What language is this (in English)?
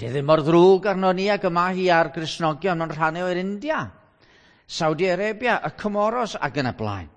Welsh